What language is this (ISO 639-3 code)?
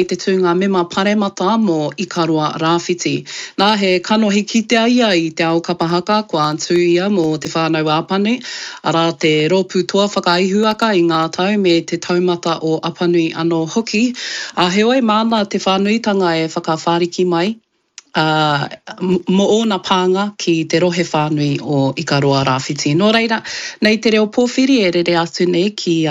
mri